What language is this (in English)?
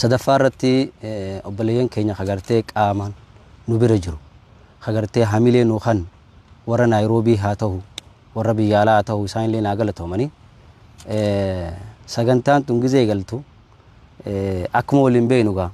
Oromo